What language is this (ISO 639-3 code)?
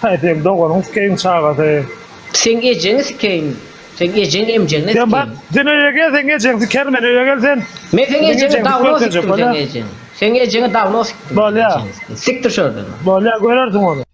tuk